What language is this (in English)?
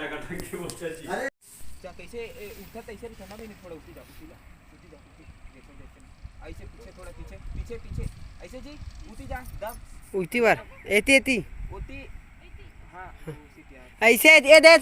Chhattisgarhi